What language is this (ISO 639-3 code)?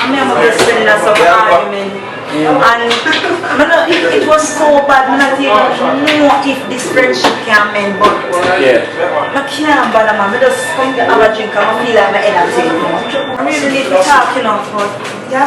jam